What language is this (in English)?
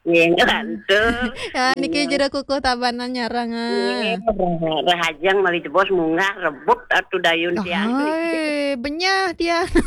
Balinese